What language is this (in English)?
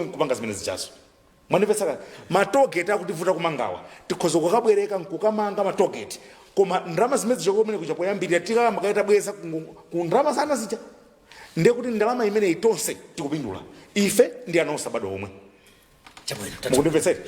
Nyanja